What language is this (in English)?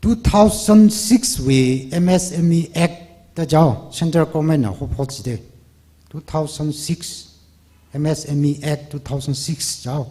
Tangkhul Naga (India)